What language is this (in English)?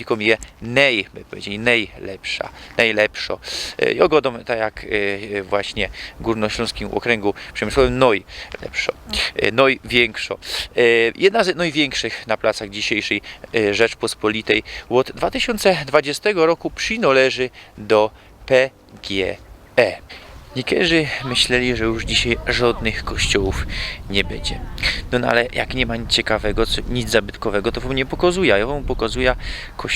Silesian